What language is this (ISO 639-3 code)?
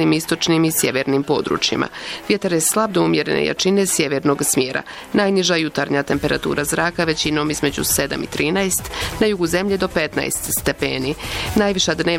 bos